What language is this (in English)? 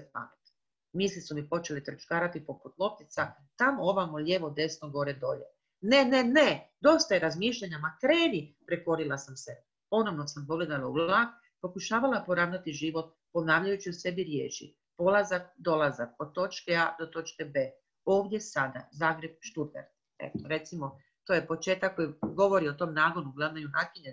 Croatian